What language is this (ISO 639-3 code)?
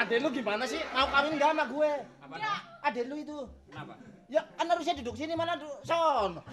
bew